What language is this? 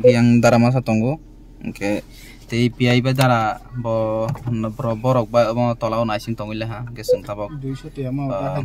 Kok Borok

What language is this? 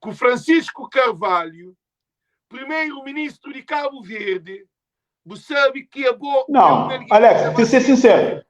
Kabuverdianu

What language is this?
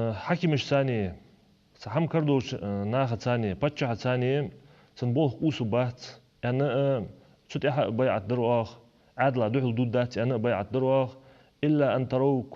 Ingush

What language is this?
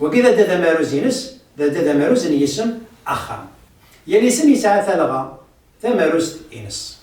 Kabyle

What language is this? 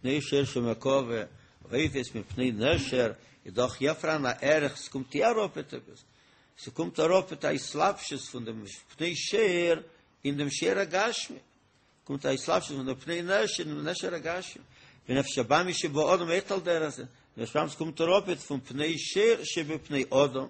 Yiddish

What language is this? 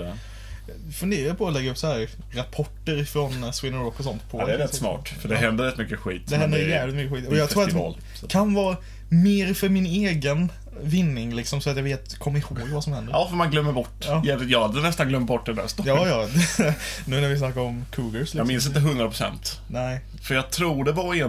Swedish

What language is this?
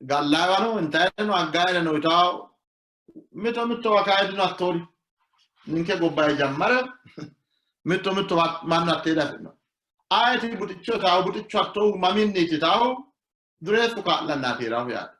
Sidamo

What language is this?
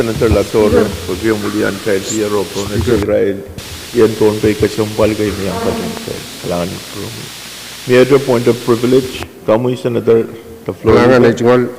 Pohnpeian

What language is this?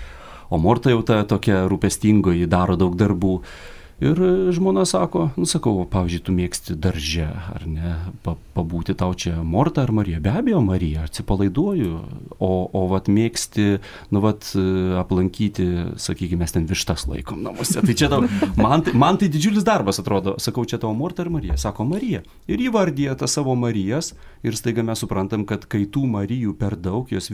Lithuanian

